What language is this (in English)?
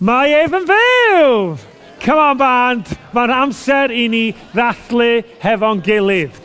Welsh